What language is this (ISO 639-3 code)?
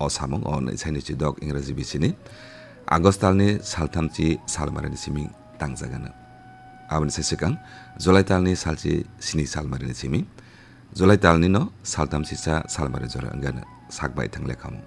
trp